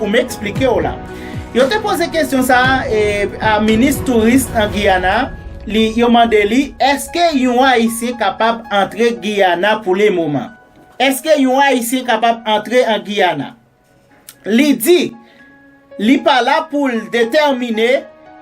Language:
Haitian Creole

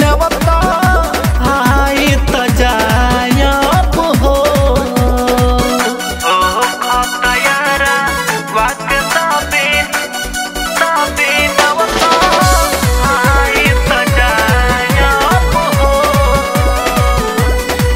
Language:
Bhojpuri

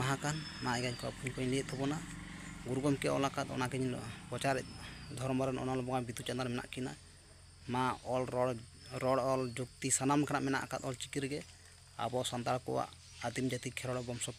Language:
Santali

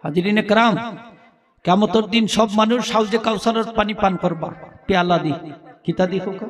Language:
Sylheti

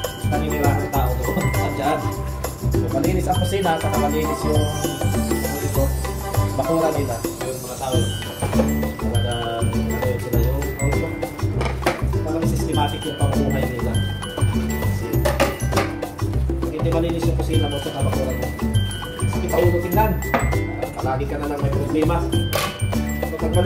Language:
Filipino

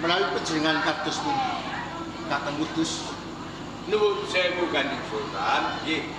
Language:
Javanese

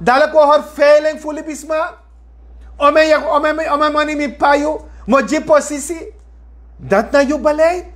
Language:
Sranan Tongo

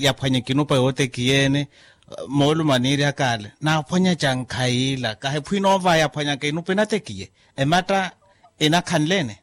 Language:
Makhuwa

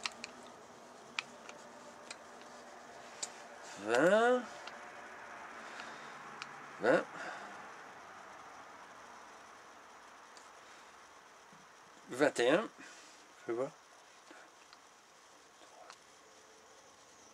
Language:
French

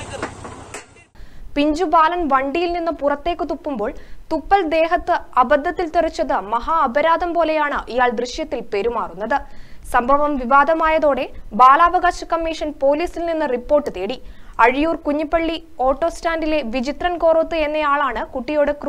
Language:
Malayalam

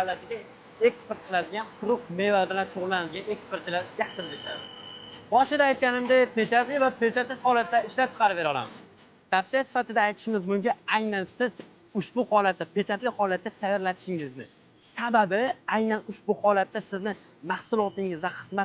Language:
Uzbek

